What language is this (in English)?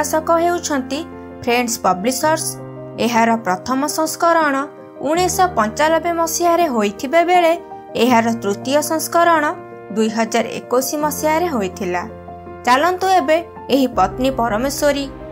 Odia